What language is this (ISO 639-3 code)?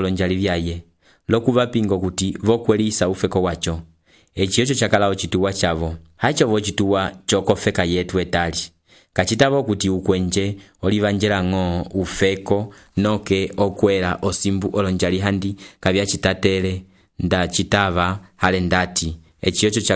umb